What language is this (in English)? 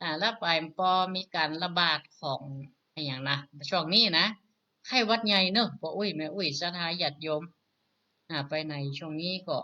Northern Thai